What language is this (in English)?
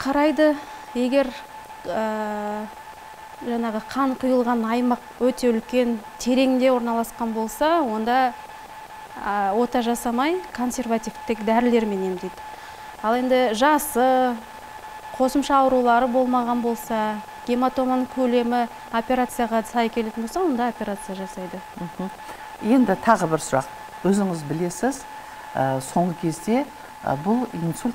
Kazakh